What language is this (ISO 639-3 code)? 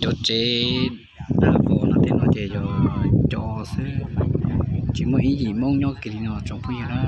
hmn